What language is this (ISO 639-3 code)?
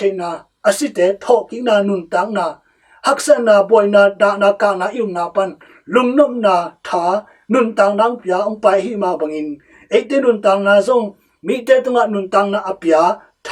ctd